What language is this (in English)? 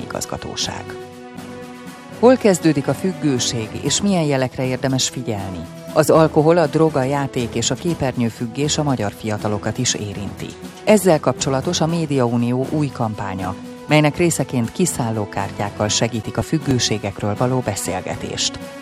Hungarian